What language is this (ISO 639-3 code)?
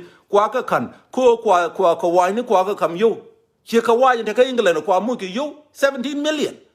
nus